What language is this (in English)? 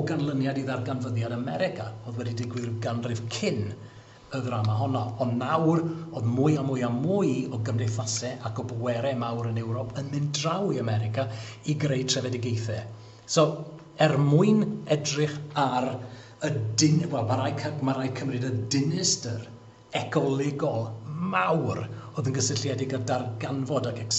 Welsh